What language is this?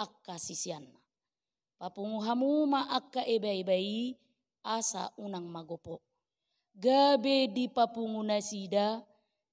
Batak Toba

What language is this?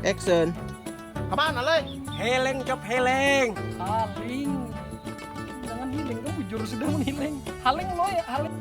Banjar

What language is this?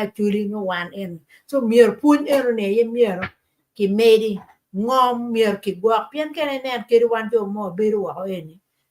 Acoli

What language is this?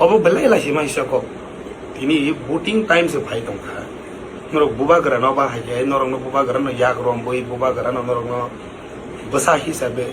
Kok Borok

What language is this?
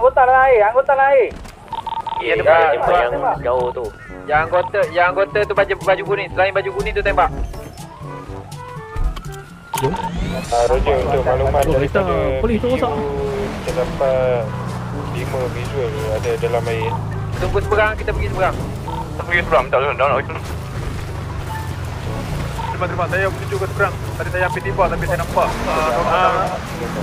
Malay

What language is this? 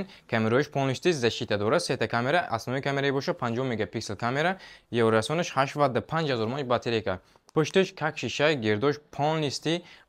Tajik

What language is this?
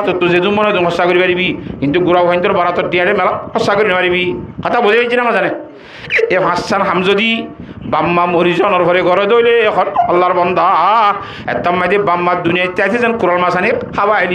Rohingya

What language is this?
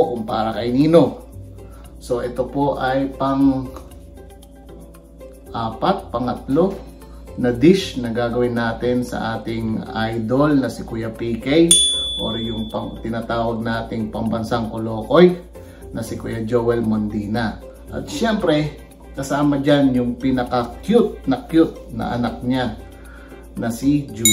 Filipino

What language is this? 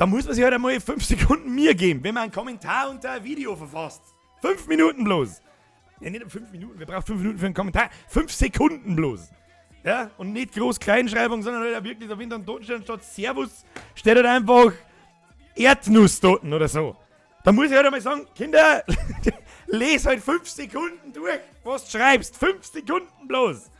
Bavarian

